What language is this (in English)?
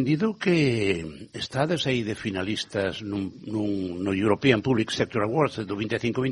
Galician